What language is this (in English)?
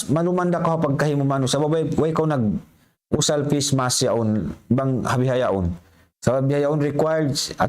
Tausug